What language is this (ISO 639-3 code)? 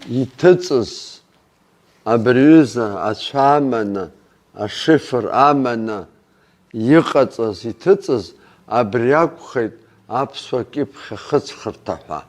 abk